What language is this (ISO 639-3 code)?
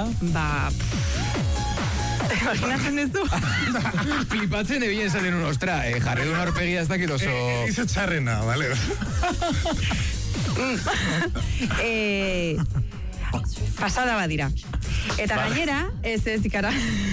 eus